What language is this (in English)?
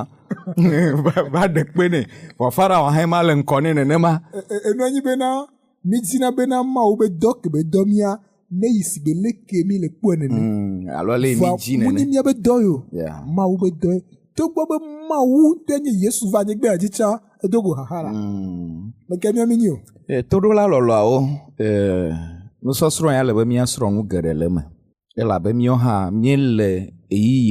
Ewe